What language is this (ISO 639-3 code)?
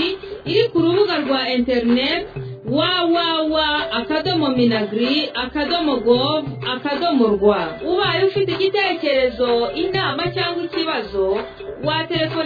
kin